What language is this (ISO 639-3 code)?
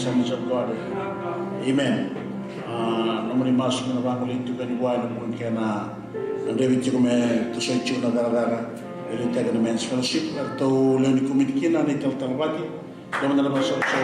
fij